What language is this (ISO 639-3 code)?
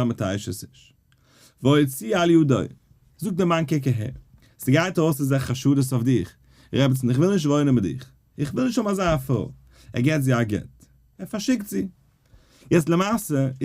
yid